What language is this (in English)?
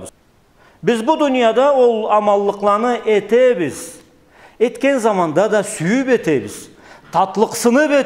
Karachay-Balkar